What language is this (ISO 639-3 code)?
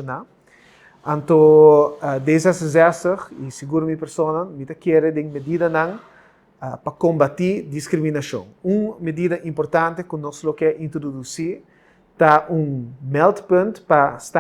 pap